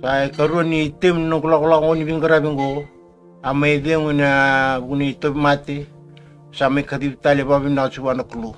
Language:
Fijian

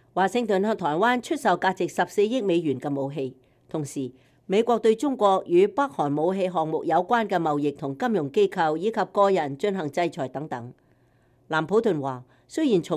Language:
Cantonese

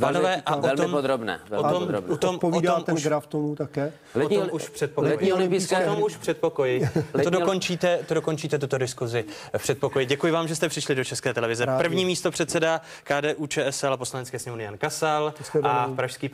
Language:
Czech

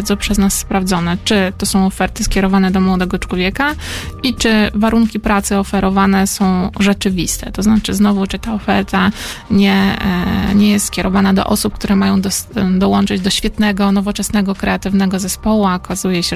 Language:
Polish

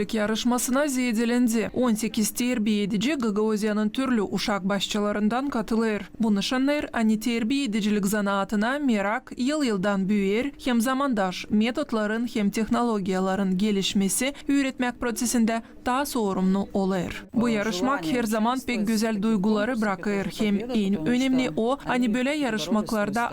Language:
Gagauz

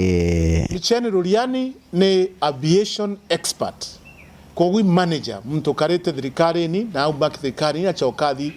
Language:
Meru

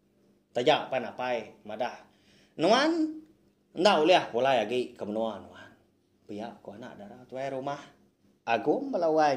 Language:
Iban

